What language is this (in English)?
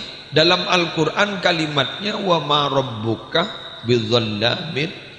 Madurese